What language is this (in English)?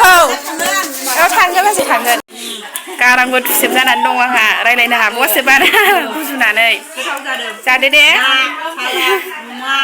Bodo